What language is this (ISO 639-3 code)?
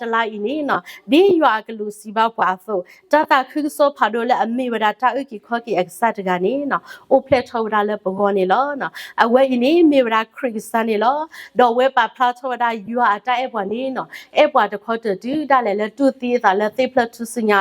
ksw